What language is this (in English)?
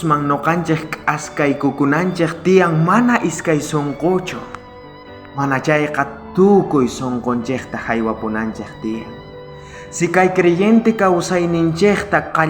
South Bolivian Quechua